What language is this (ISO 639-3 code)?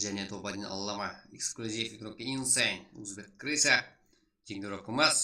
kaa